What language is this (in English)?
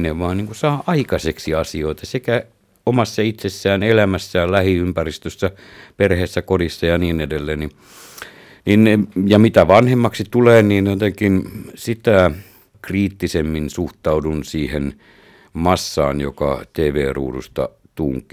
Finnish